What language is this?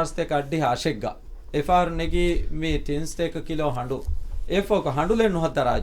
Divehi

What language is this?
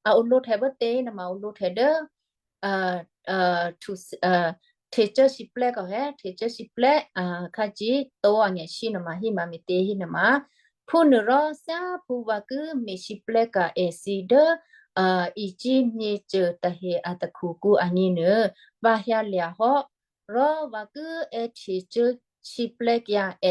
Western Kayah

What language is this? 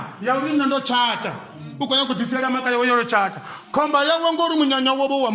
Venda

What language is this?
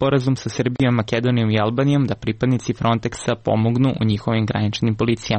Serbian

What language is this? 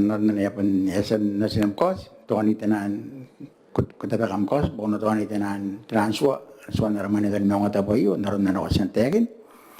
Gilbertese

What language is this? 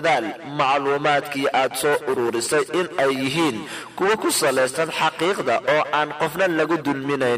Somali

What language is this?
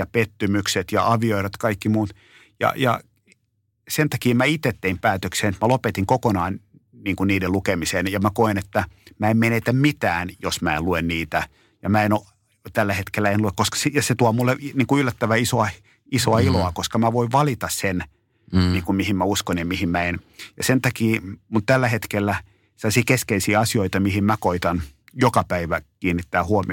Finnish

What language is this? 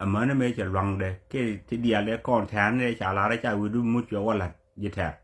Nuer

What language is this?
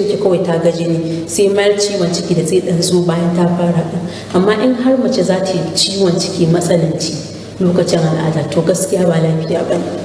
Hausa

